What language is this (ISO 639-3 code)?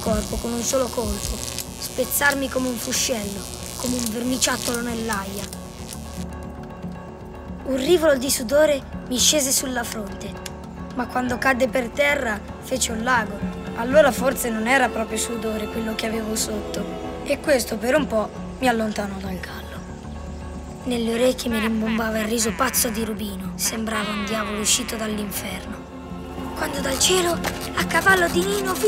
ita